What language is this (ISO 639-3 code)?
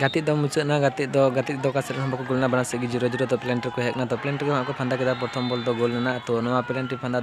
sat